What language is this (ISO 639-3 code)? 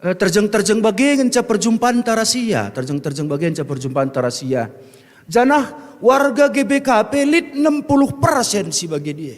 btx